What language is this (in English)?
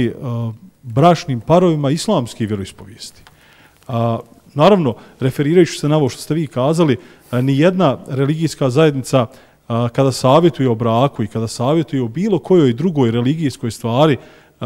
Bosnian